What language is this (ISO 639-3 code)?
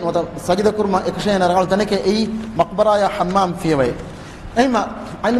div